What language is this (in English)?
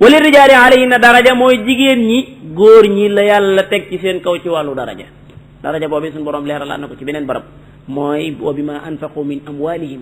Wolof